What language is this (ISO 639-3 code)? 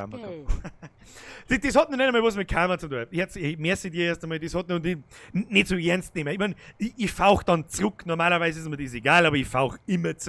bar